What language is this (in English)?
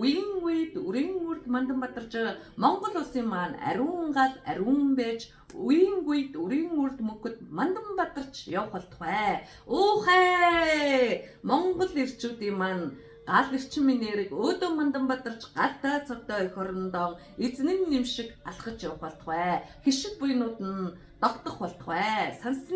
Mongolian